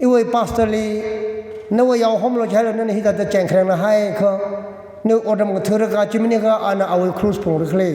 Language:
Tangkhul Naga (India)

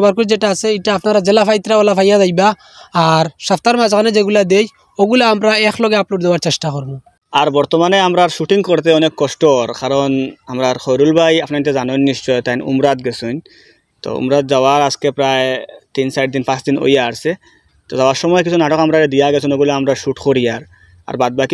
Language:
Sylheti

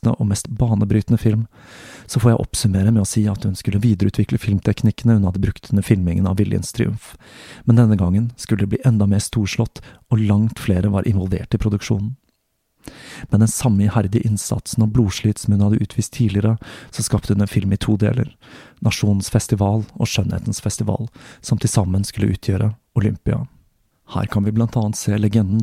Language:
Norwegian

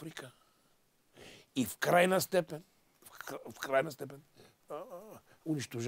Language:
Bulgarian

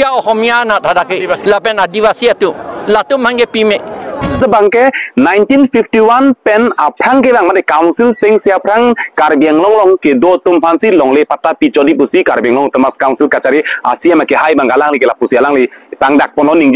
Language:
Karbi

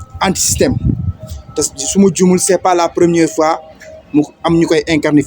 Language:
Wolof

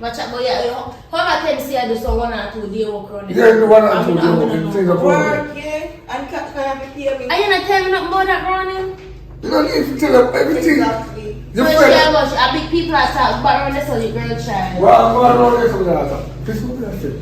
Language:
Jamaican Creole English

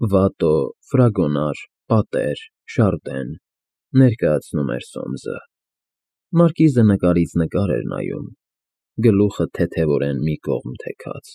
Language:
Armenian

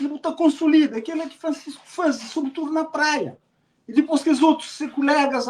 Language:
Kabuverdianu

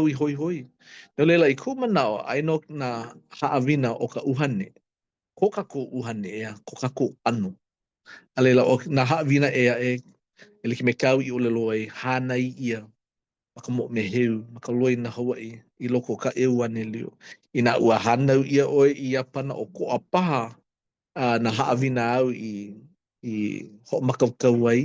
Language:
Hawaiian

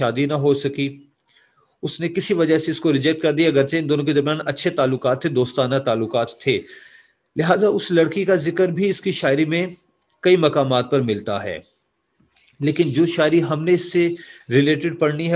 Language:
Urdu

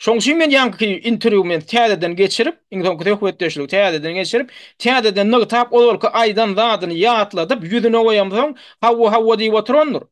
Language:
Turkmen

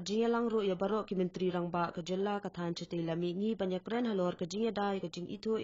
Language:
Khasi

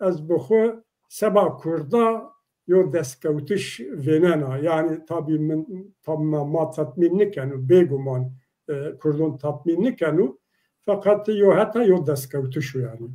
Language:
Zaza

